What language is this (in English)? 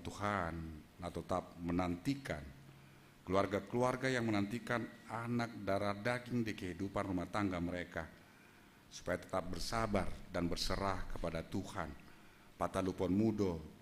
Batak Simalungun